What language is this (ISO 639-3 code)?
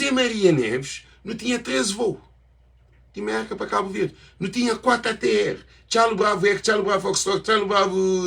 kea